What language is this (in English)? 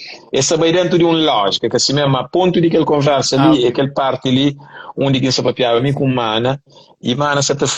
Kabuverdianu